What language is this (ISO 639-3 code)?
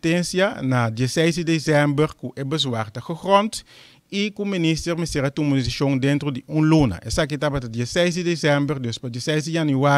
pap